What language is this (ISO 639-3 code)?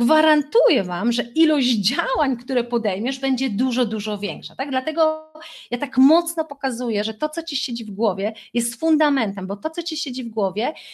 pol